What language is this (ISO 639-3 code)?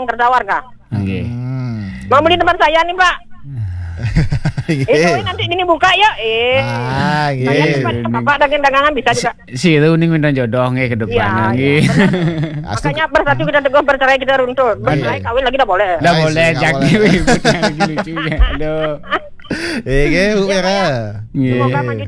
ind